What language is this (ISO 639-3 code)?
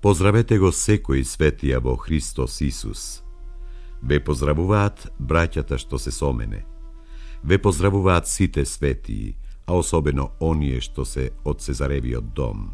mkd